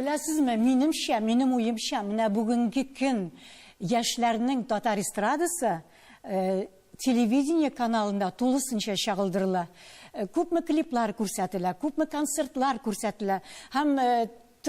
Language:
Tatar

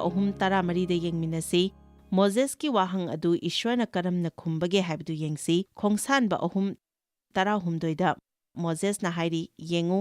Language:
Manipuri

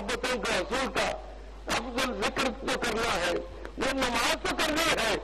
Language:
Urdu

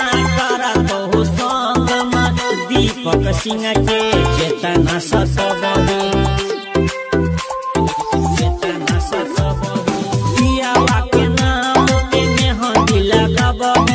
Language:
Bhojpuri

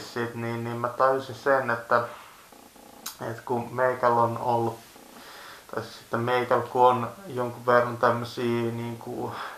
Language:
Finnish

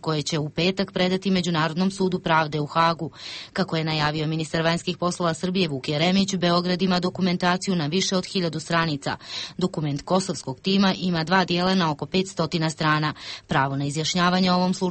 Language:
Bosnian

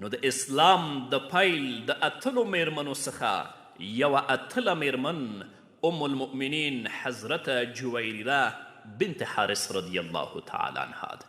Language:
Pashto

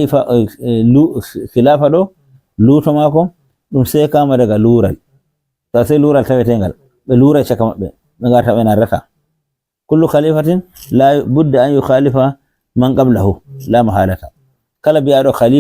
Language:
Fula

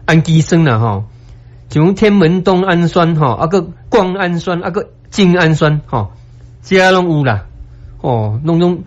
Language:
Min Nan Chinese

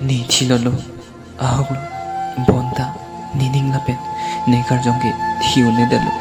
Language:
Karbi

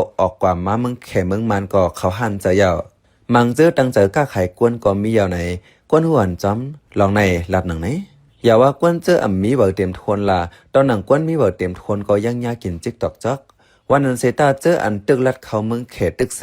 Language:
Shan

